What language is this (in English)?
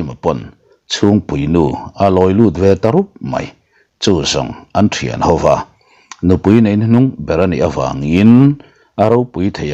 Mizo